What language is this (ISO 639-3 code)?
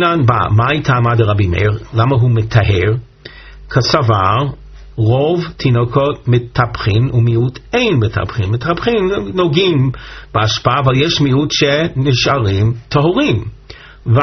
heb